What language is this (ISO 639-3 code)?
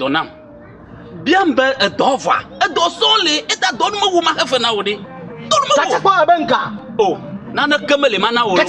ewe